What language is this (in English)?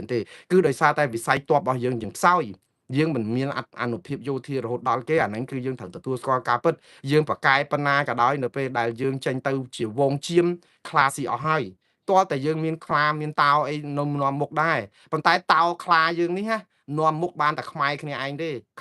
Khmer